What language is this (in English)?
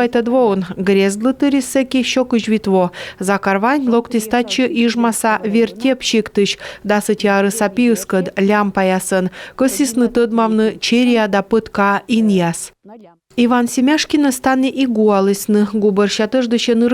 Komi